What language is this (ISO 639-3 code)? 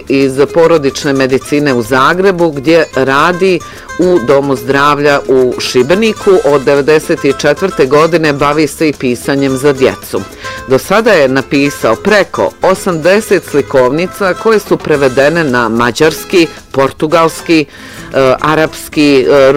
bos